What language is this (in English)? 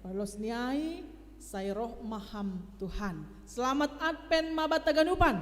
Batak Simalungun